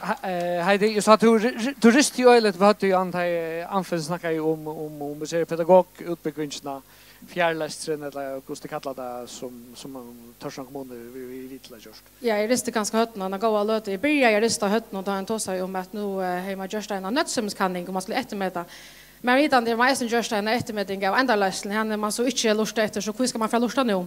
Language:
Faroese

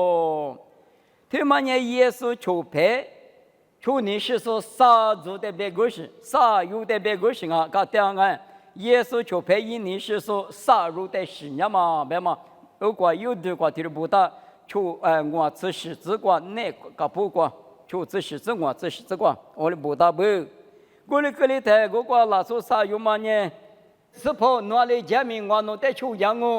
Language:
Lisu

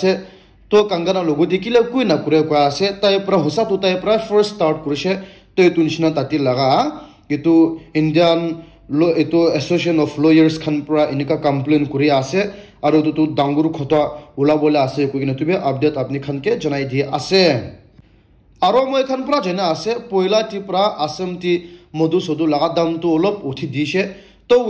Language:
Naga Pidgin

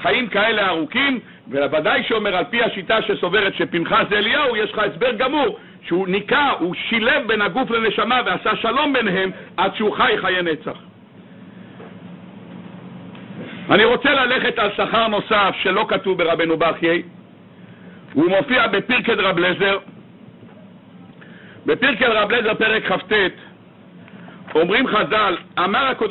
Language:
Hebrew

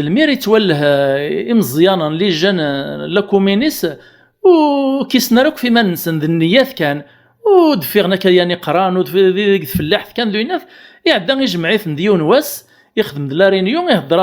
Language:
Kabyle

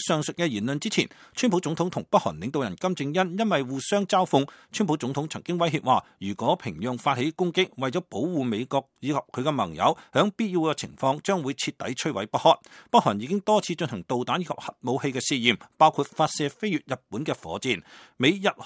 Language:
Cantonese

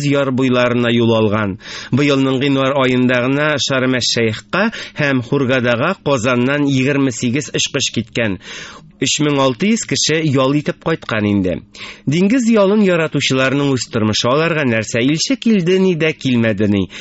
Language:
Tatar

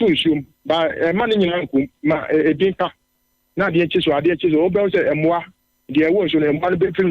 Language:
Akan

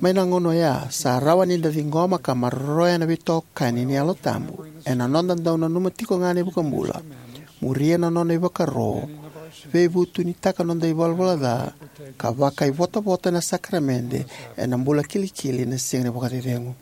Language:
Fijian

